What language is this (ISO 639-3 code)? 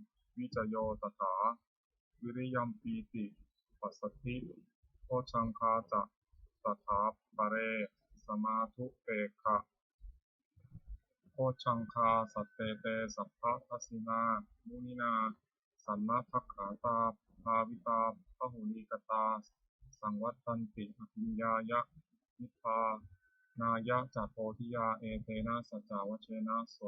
pli